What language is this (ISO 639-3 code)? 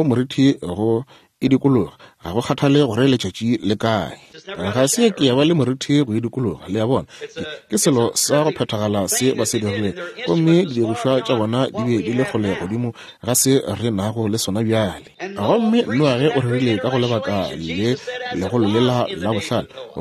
nso